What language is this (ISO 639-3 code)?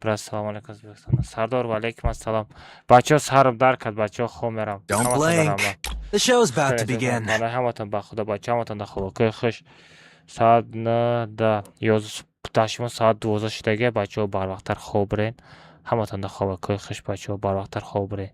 tgk